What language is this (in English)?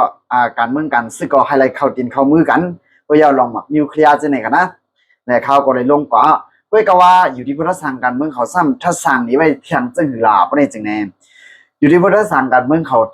Shan